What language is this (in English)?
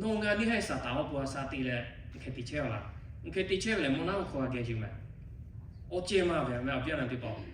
Lahu